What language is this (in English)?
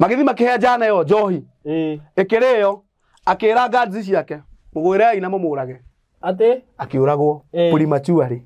Kikuyu